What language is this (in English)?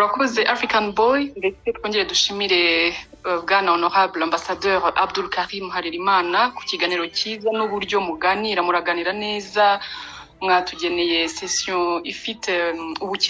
Kinyarwanda